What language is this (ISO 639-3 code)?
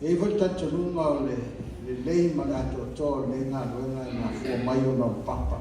smo